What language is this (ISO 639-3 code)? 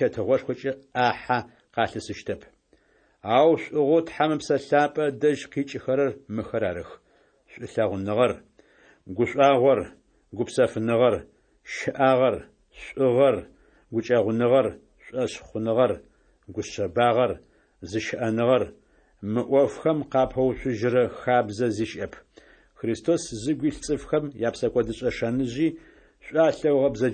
ady